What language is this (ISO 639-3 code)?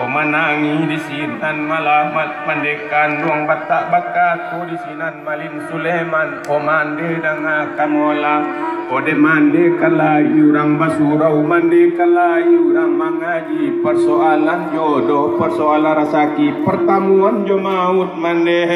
min